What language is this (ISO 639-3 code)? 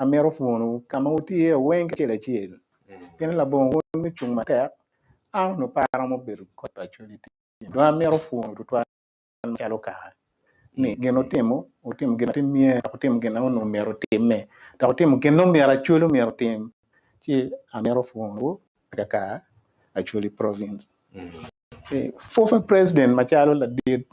ach